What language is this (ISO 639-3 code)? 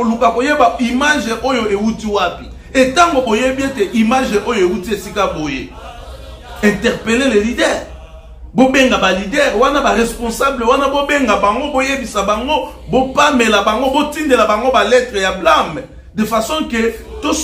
lin